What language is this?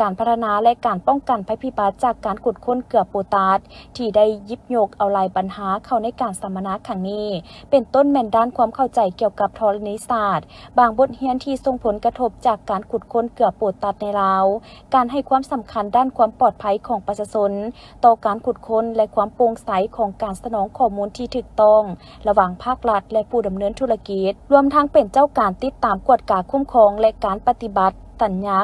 Lao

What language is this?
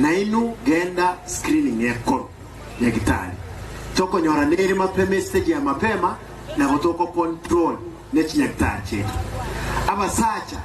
Gusii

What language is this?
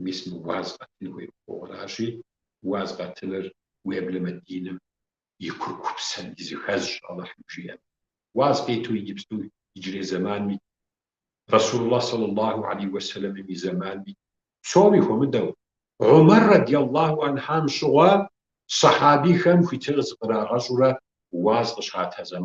Kabardian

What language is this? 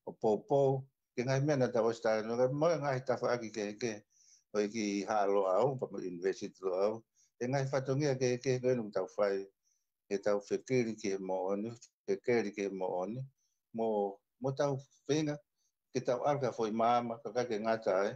Tongan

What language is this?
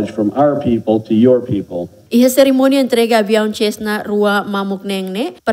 Tetum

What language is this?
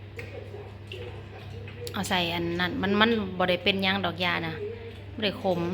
Lao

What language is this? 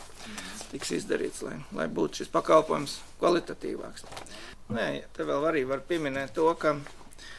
Latvian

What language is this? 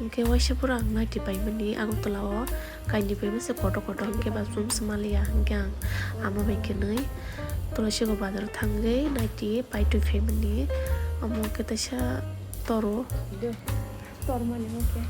Kok Borok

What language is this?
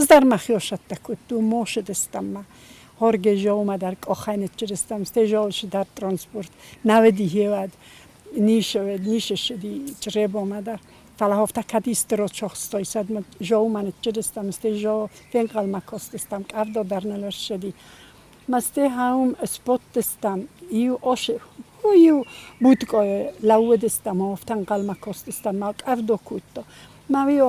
Ossetic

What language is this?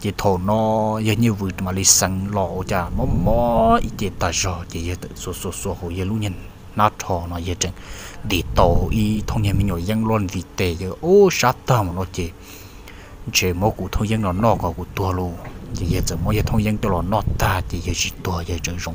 Hmong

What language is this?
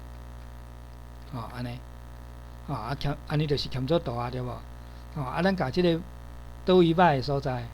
Min Nan Chinese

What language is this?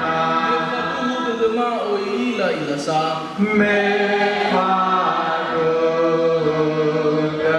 Nias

